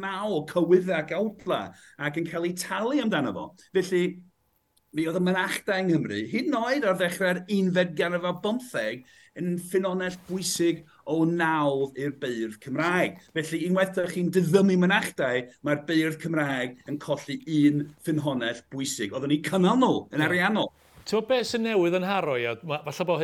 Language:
Welsh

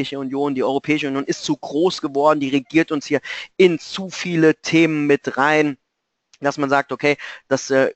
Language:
German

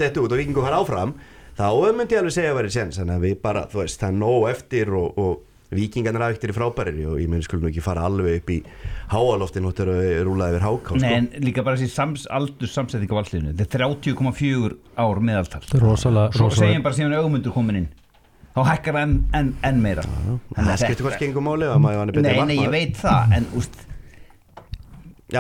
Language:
Icelandic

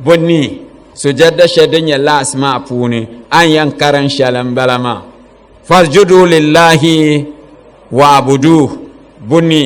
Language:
Dagbani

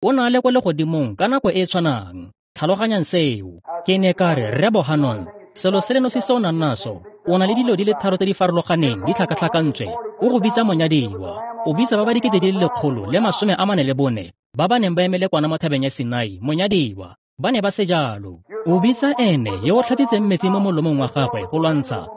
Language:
Tswana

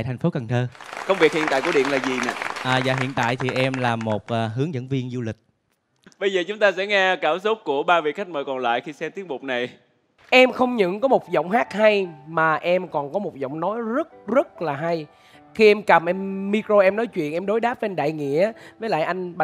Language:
Vietnamese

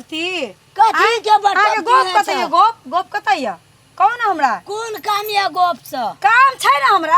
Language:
Maithili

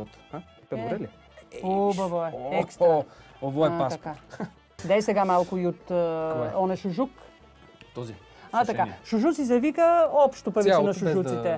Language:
Bulgarian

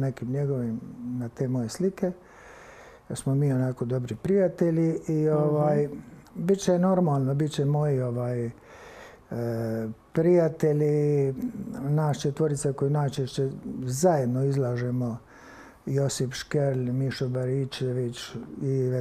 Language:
Croatian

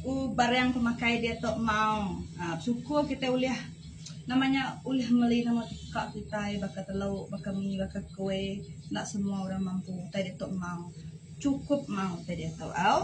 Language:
Iban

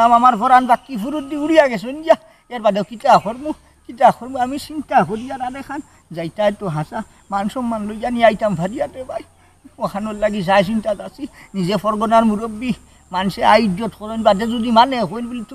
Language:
Sylheti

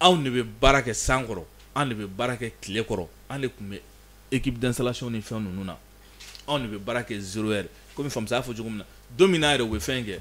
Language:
Bambara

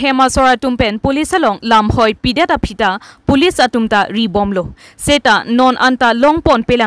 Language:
Karbi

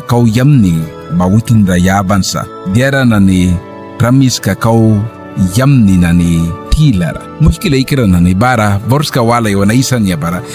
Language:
Mískito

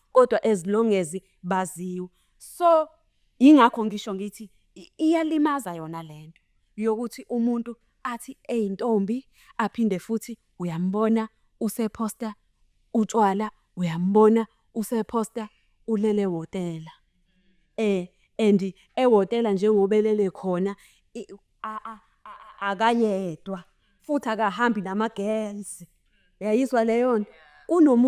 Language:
Zulu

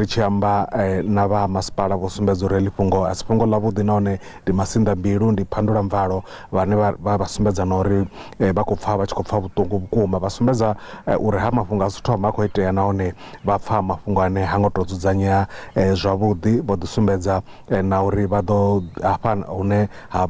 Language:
Venda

